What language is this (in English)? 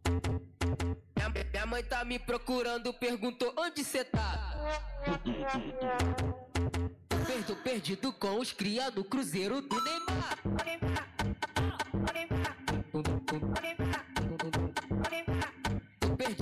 Portuguese